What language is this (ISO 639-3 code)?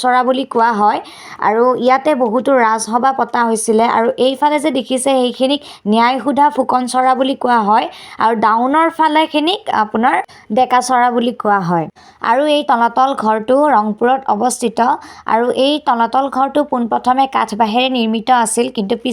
asm